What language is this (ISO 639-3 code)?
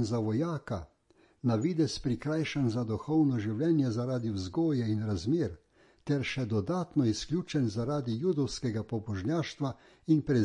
slv